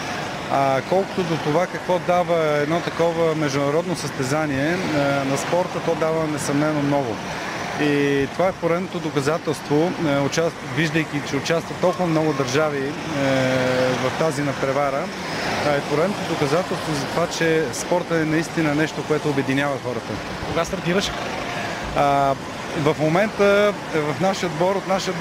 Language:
Bulgarian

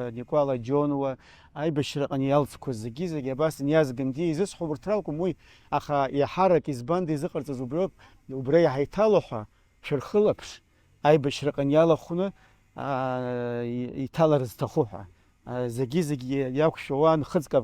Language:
Abkhazian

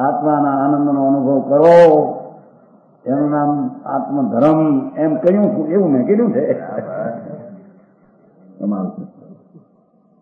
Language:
Gujarati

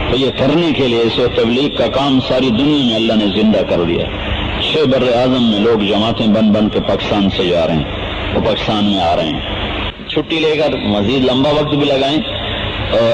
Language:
Urdu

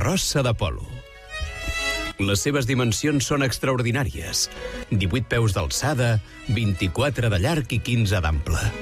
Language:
Catalan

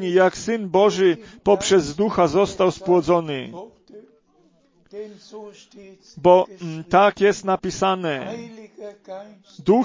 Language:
Polish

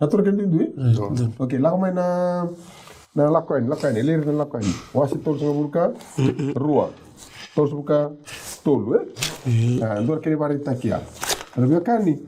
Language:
Fijian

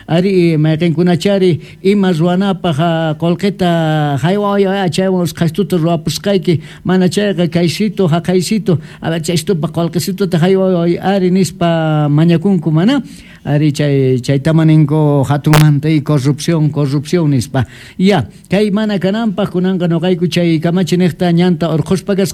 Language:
Quechua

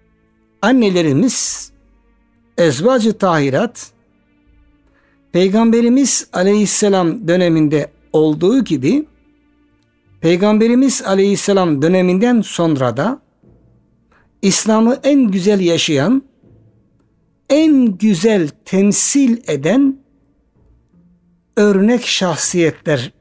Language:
Turkish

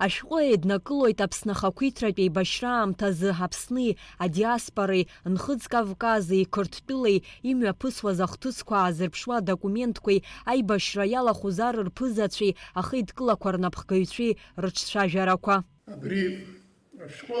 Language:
Abkhazian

